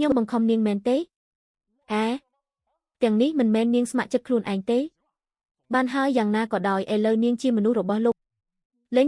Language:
Khmer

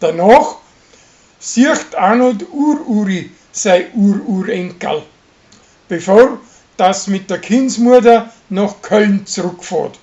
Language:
Bavarian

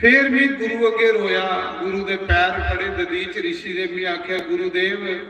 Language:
Dogri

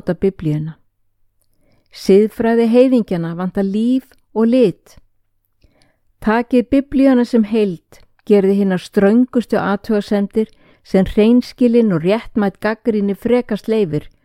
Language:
Icelandic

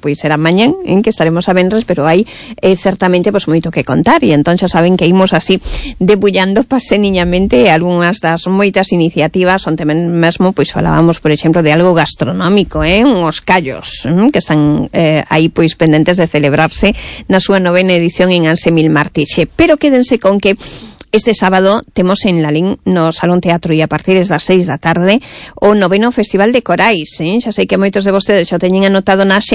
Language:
Galician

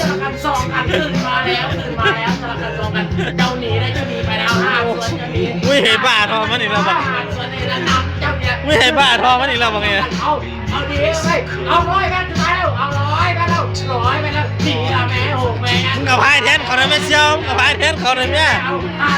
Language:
Lao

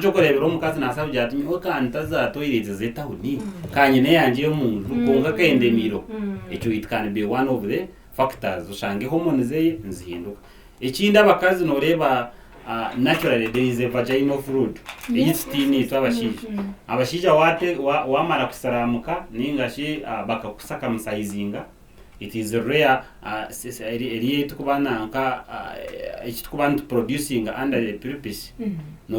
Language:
Nyankole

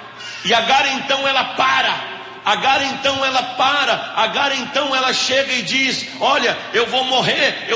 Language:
Portuguese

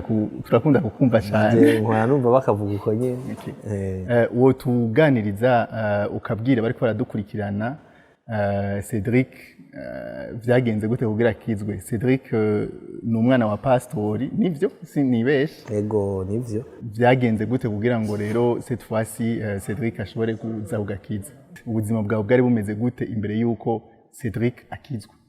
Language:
Rundi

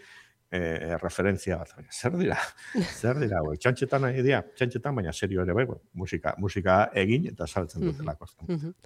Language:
Basque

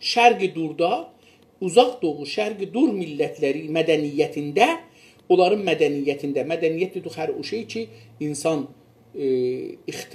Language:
South Azerbaijani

